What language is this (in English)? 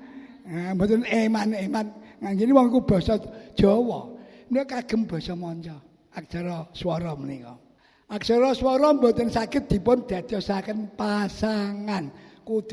Javanese